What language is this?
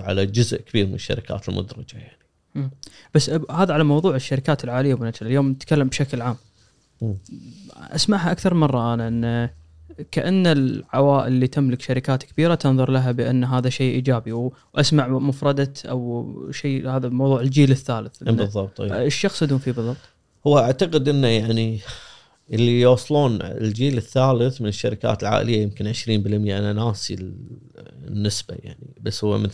Gulf Arabic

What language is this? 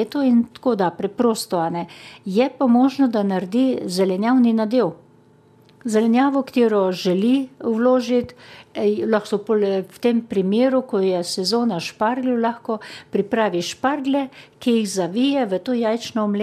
Slovenian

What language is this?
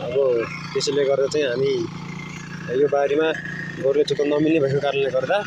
Nepali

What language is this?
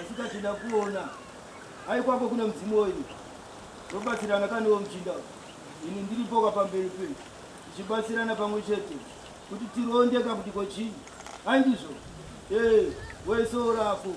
Shona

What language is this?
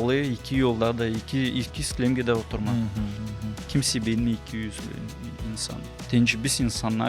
Gagauz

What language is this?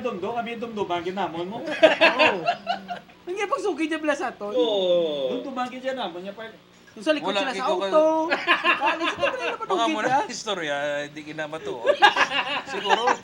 Hiligaynon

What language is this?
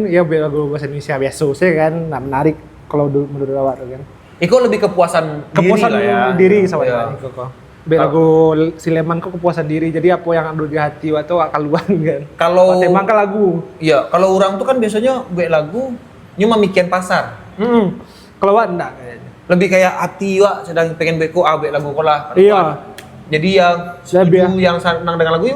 Minangkabau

